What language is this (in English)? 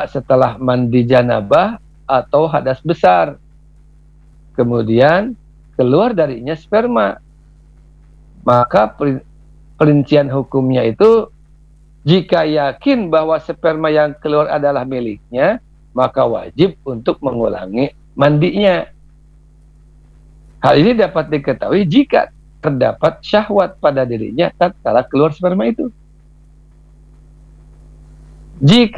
Indonesian